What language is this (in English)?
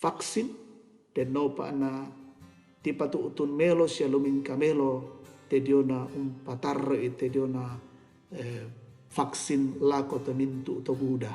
Toraja-Sa'dan